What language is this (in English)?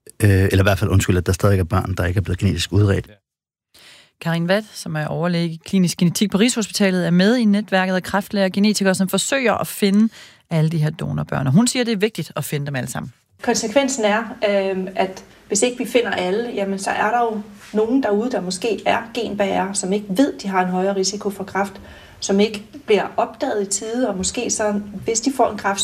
Danish